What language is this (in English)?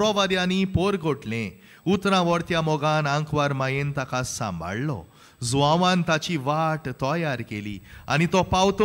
Konkani